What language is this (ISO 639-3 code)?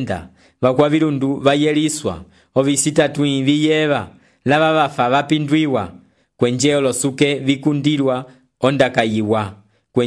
umb